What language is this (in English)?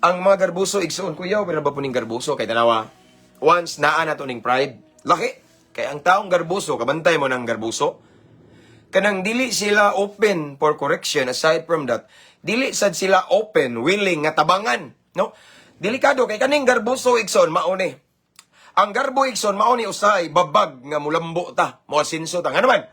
Cebuano